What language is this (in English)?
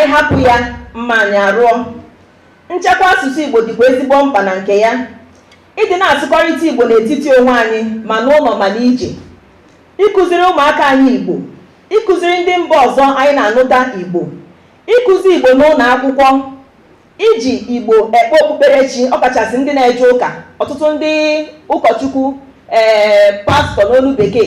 Igbo